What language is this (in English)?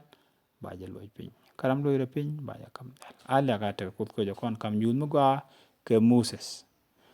Nuer